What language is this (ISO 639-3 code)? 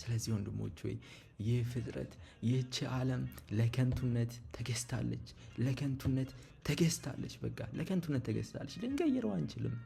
amh